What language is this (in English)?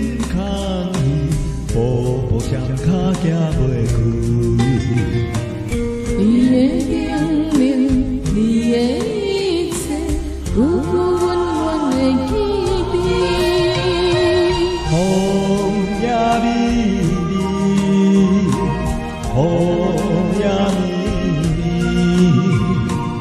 Min Nan Chinese